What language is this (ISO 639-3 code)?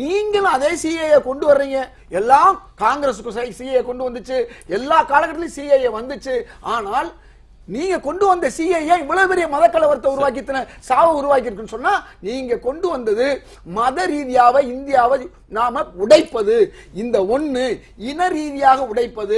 tam